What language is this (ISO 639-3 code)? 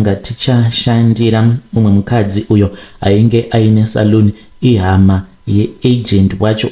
sna